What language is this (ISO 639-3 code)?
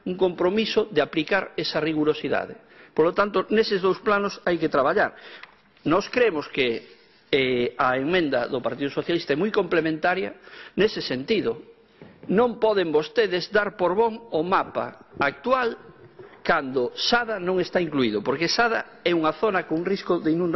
glg